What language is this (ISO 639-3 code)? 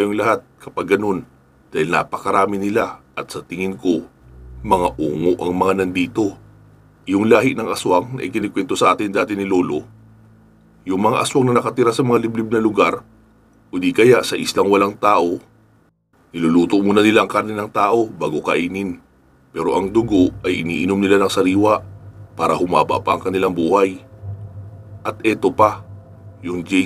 fil